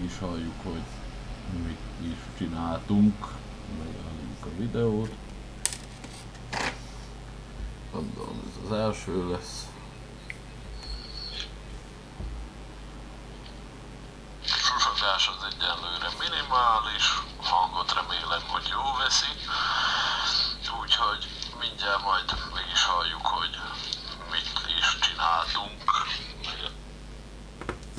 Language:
Hungarian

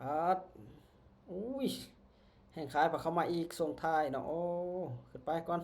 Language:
Lao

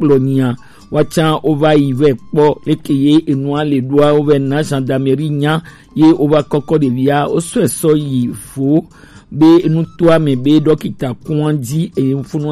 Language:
Gen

